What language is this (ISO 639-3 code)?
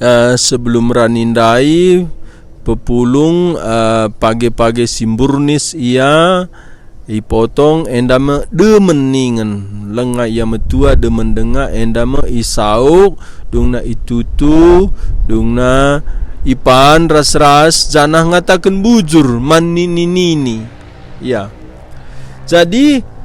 btx